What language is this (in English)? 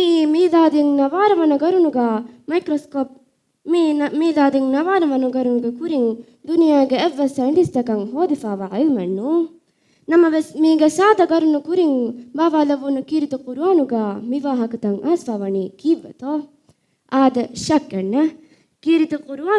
Divehi